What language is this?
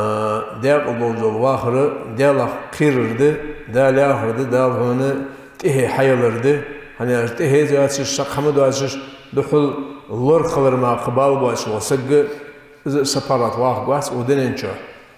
Ingush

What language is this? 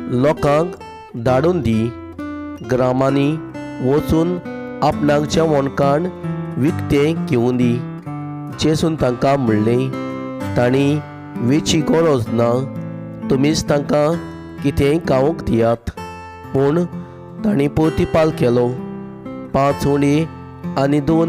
Konkani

